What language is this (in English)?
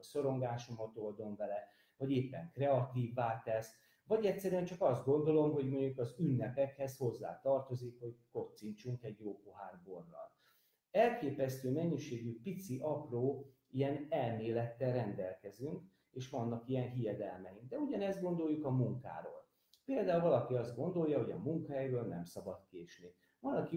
Hungarian